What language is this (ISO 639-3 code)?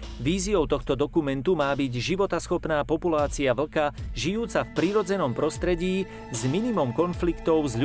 slk